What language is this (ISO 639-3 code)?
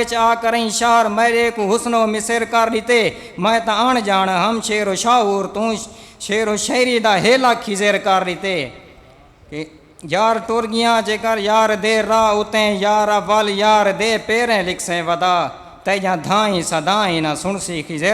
skr